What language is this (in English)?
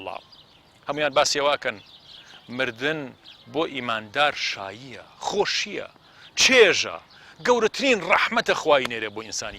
Central Kurdish